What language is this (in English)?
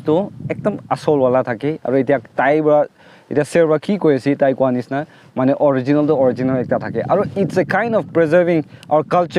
Naga Pidgin